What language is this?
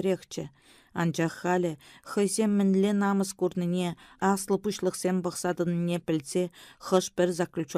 Chuvash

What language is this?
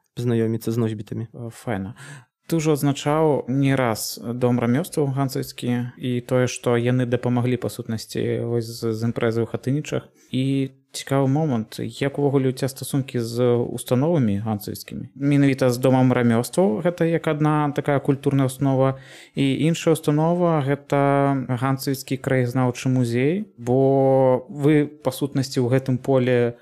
Belarusian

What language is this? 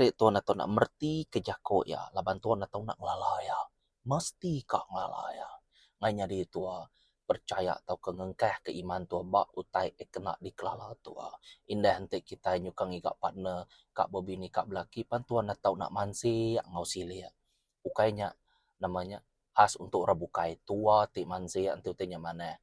Iban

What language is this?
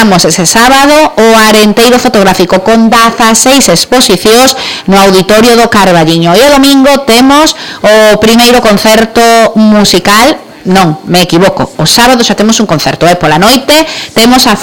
Galician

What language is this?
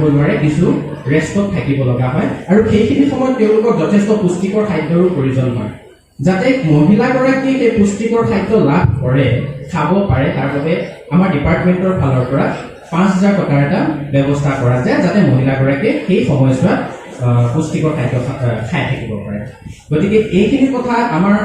Assamese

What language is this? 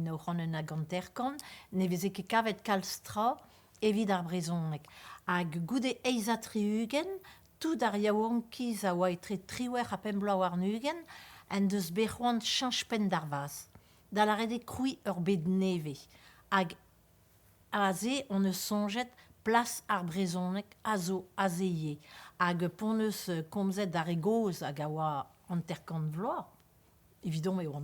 Breton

